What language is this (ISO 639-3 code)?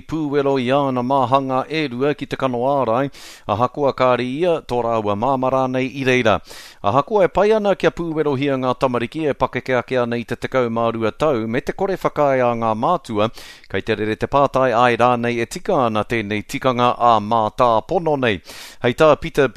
mri